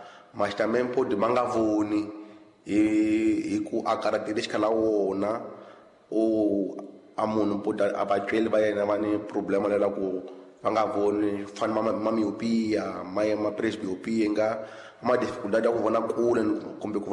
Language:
Tsonga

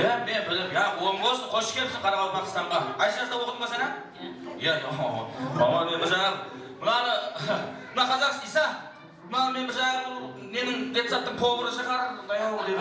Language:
Kara-Kalpak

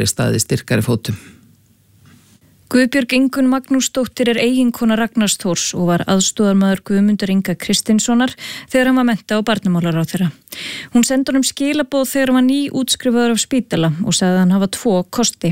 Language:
Icelandic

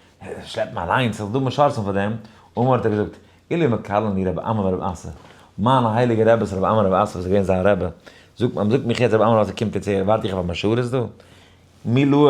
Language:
Yiddish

